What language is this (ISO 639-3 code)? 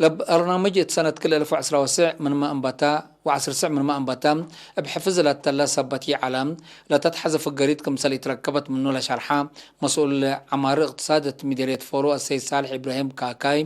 tig